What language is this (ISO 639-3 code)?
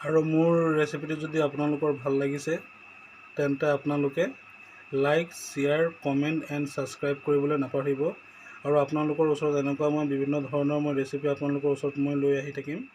asm